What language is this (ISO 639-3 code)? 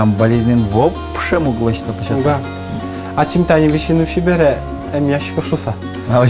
udm